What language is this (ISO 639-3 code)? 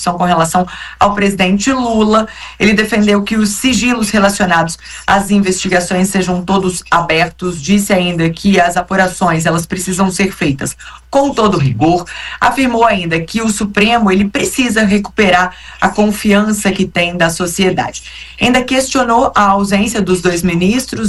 por